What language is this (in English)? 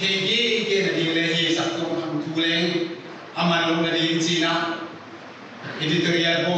Paite Chin